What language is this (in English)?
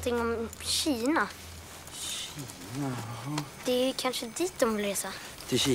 Swedish